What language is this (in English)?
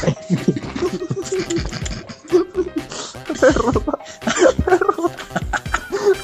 Finnish